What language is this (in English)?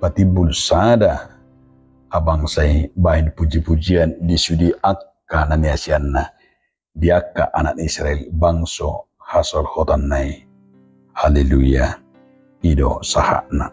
Batak Toba